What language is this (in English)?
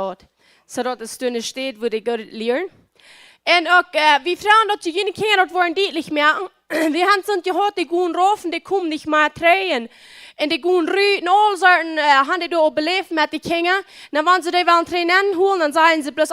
Plautdietsch